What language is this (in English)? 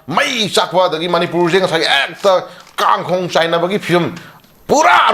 Manipuri